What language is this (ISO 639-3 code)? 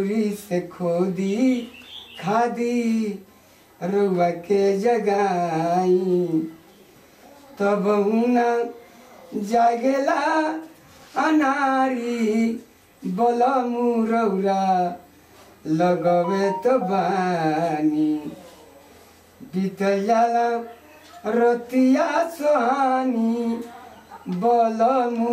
bho